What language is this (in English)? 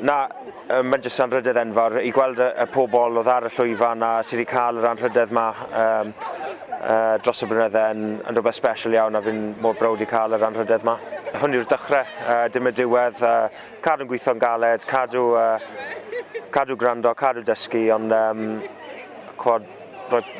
Welsh